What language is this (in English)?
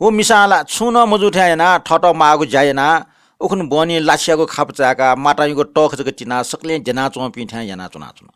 Newari